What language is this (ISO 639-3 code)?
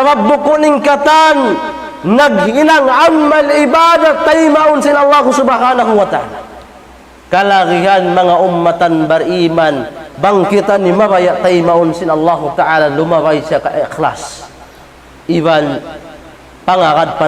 tsg